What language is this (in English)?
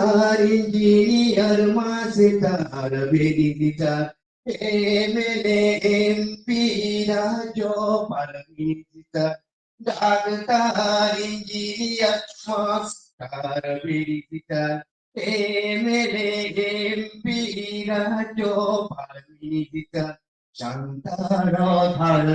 Santali